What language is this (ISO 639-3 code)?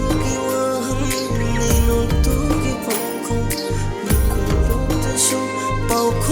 mni